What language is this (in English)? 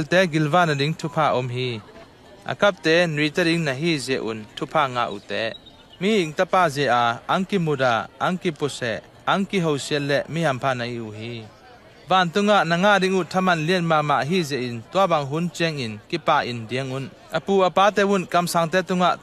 Tedim Chin